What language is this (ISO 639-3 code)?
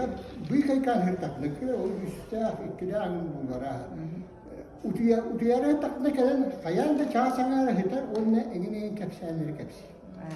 sah